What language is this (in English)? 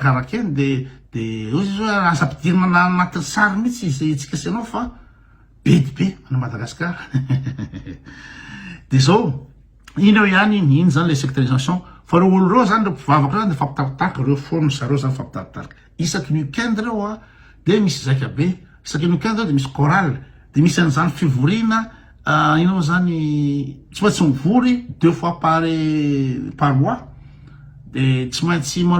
Malagasy